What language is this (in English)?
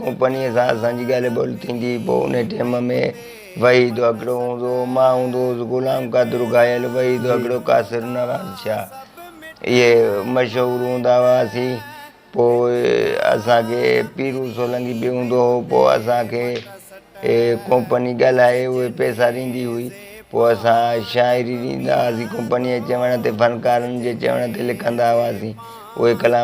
Sindhi